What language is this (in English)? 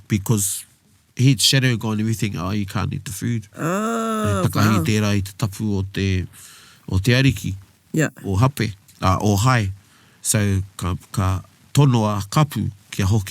Māori